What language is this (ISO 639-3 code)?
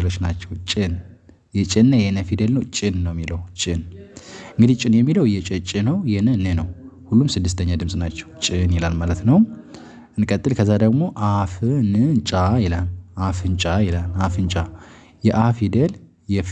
amh